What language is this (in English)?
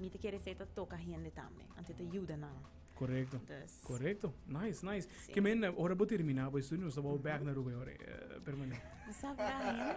Papiamento